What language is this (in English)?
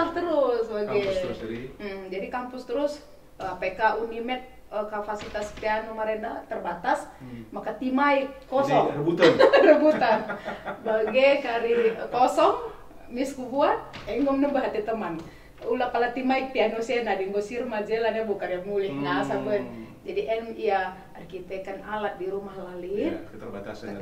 Batak Karo